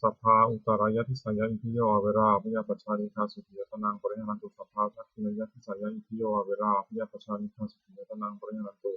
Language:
Pali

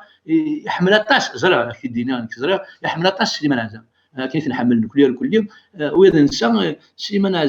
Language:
Kabyle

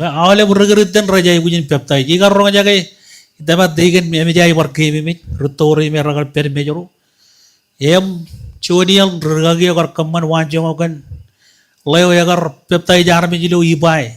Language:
Marshallese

